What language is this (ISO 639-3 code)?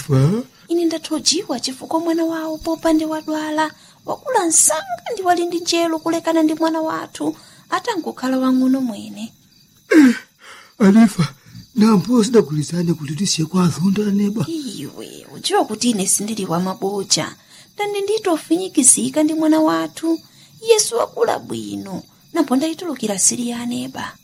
nya